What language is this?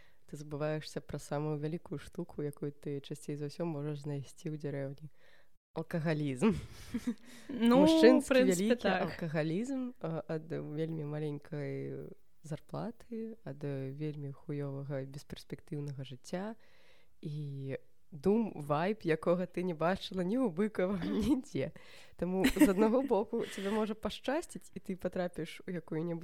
Belarusian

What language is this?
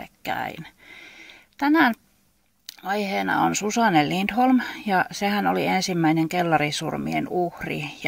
Finnish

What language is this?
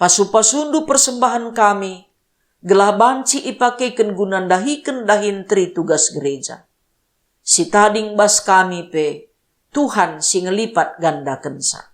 Batak Karo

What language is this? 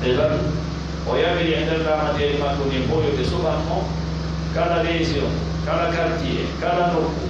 Pular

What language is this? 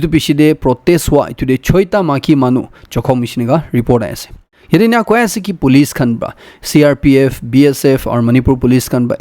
Naga Pidgin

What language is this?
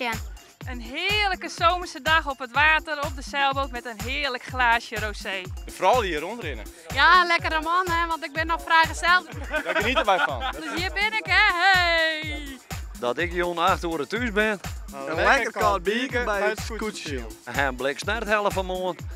Western Frisian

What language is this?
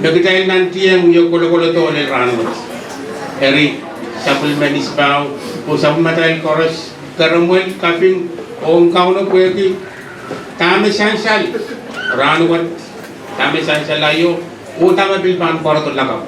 Pohnpeian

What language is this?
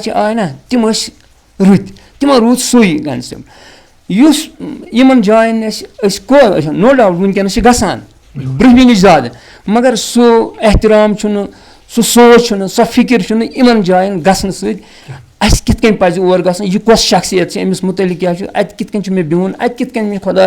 Kashmiri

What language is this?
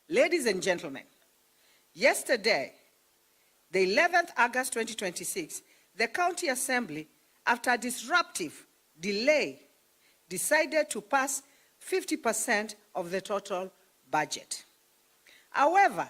Kamba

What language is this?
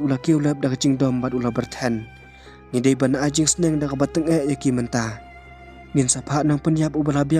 Khasi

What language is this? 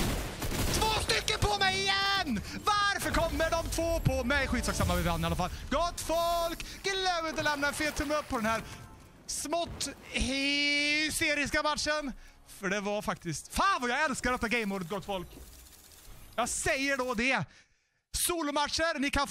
Swedish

